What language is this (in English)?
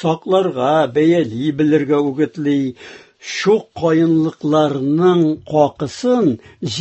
Tatar